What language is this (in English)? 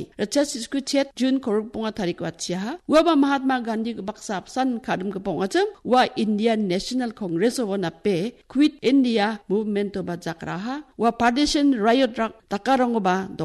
Garo